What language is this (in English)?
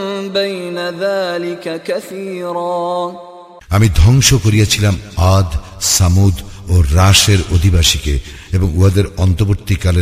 Bangla